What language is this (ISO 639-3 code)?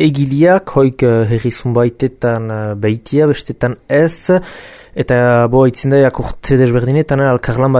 eus